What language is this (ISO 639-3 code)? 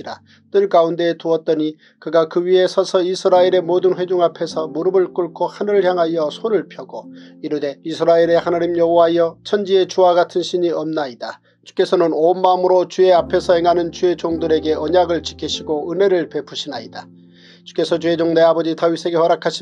kor